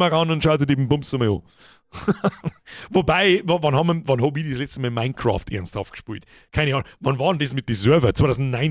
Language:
Bavarian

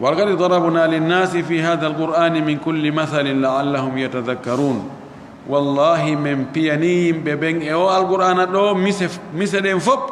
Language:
Fula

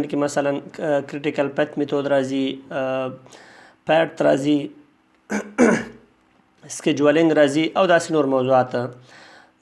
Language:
Pashto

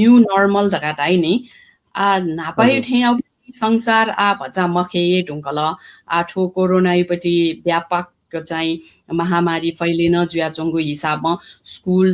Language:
Newari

